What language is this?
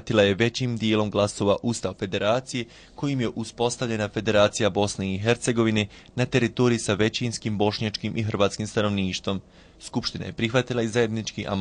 Bosnian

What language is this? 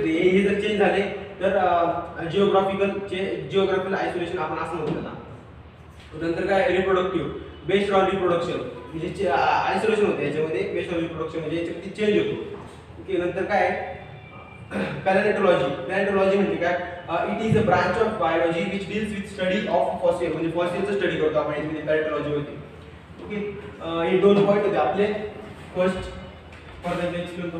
Marathi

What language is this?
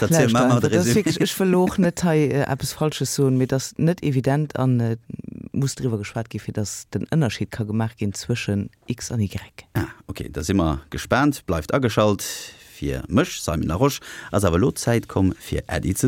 Luxembourgish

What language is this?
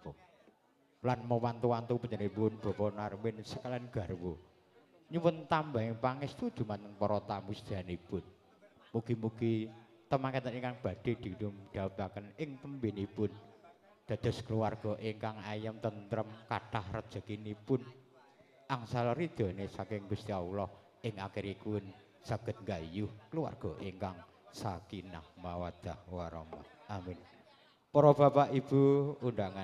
Javanese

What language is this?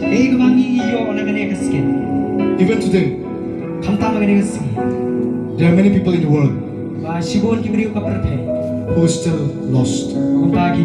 Khasi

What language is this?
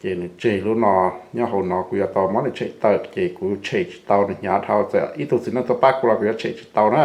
Hmong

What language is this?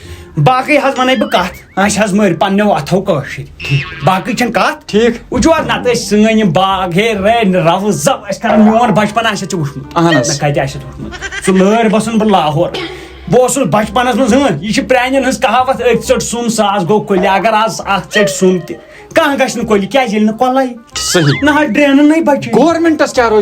Kashmiri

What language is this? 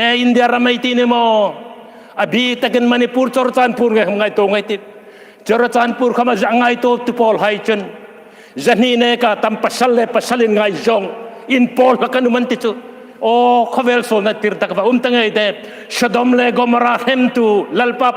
Hmar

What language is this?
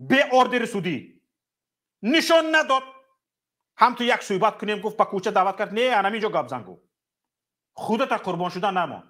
Tajik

